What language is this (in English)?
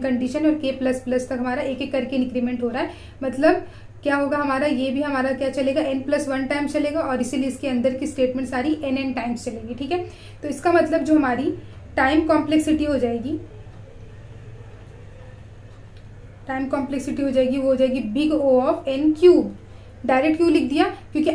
Hindi